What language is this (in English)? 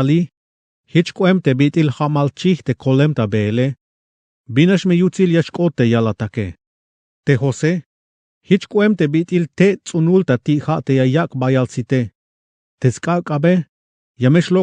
Tzeltal